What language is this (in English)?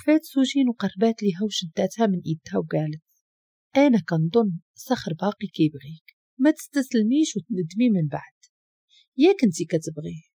Moroccan Arabic